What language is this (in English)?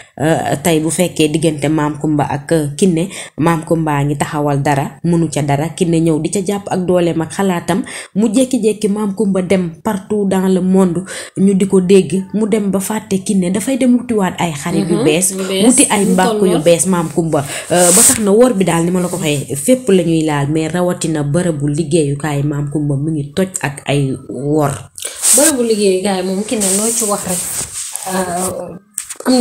Wolof